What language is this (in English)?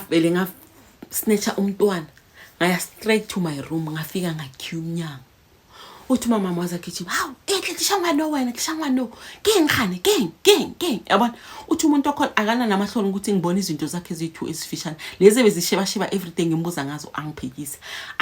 Zulu